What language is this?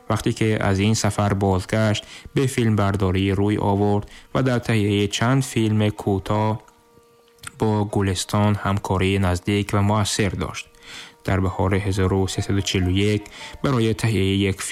Tajik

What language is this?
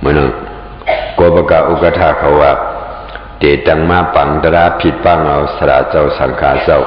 Shan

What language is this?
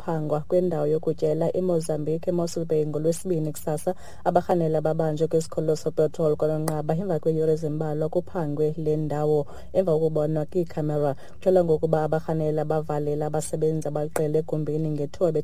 Xhosa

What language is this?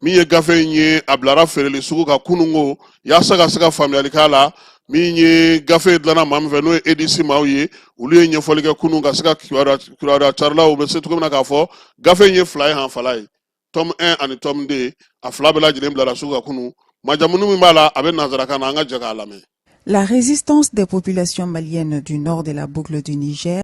Bambara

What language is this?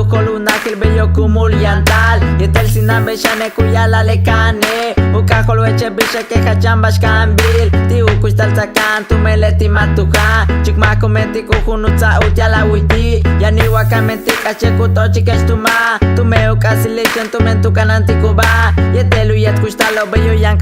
Yucateco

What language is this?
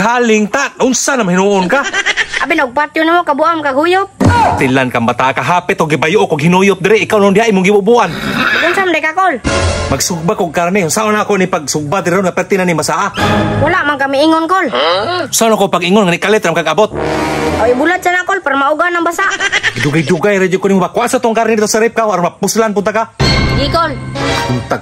Cebuano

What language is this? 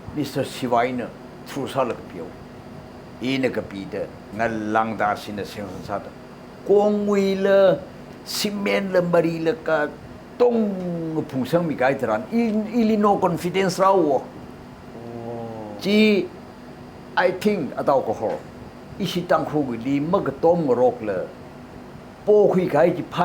Tangkhul Naga (India)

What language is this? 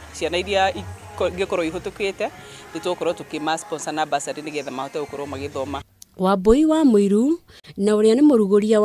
Kikuyu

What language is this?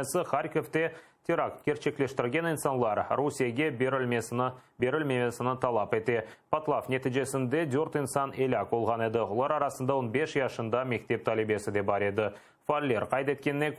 Crimean Tatar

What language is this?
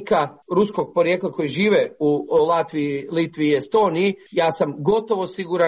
Croatian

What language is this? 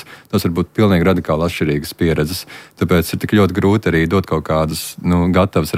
Latvian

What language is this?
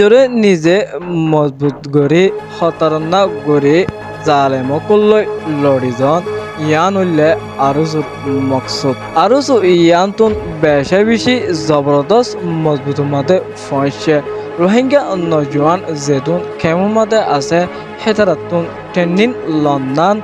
Rohingya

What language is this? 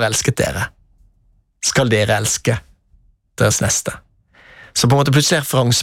Norwegian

